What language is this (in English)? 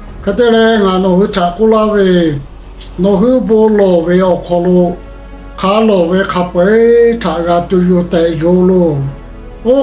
Lahu